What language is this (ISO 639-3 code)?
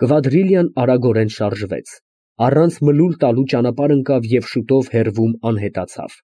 hye